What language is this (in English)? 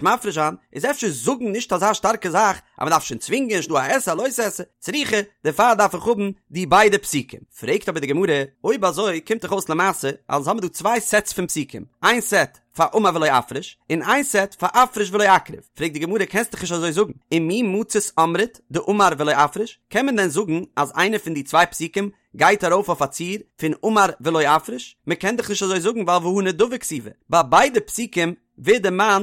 Yiddish